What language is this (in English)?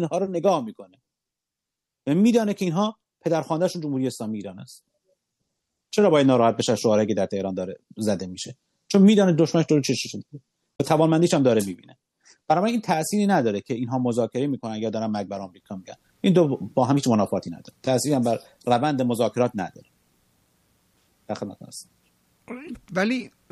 Persian